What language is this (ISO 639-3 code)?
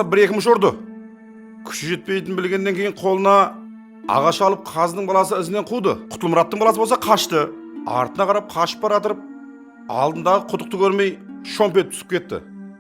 kaa